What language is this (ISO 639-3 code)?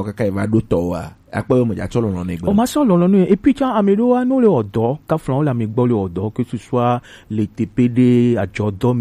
gej